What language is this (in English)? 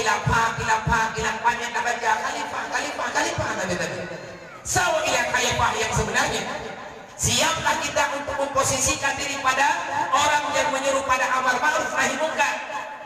Achinese